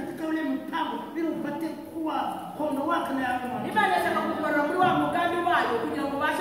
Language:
Kinyarwanda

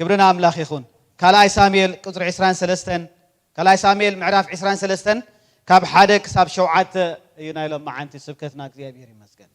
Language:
Tigrinya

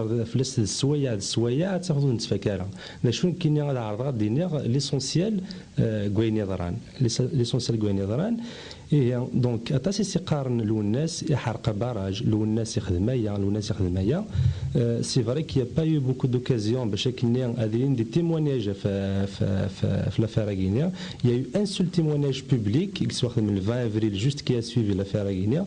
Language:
Kabyle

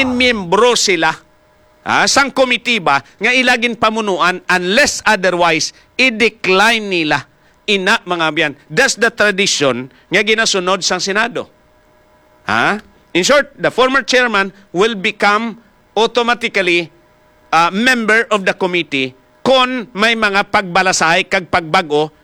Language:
Hiligaynon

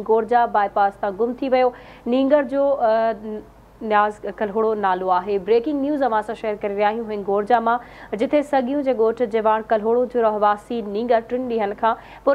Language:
Sindhi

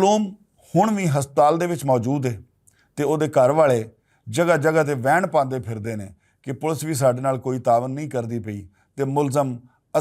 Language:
Western Panjabi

